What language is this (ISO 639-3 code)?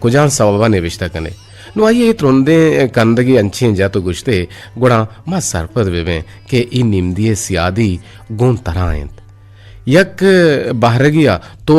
bgp